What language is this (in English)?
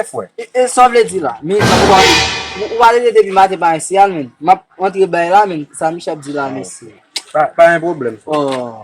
Haitian Creole